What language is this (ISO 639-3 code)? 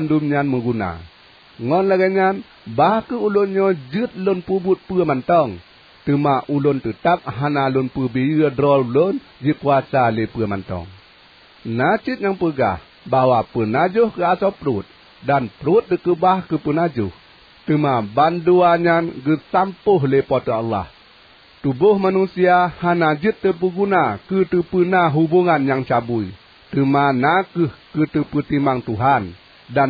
ace